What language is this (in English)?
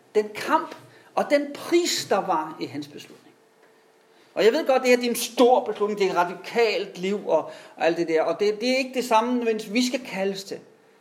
Danish